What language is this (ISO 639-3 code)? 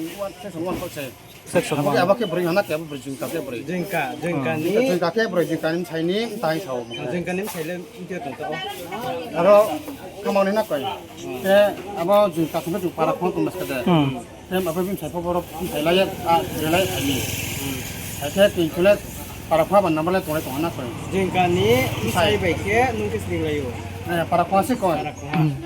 ria